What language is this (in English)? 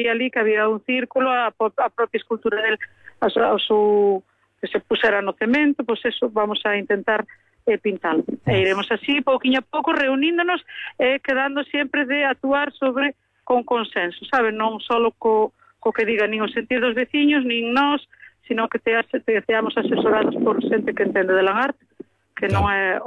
Galician